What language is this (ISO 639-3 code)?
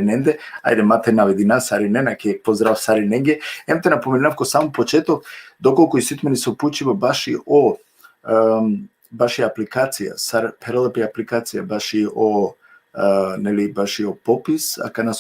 rmn